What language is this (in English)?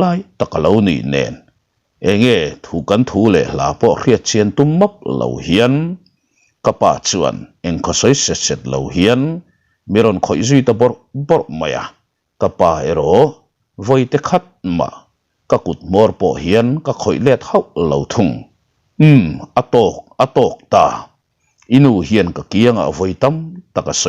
Mizo